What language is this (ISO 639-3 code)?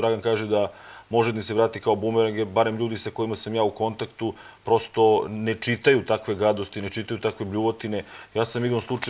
srp